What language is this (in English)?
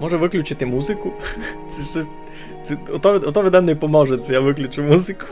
Rusyn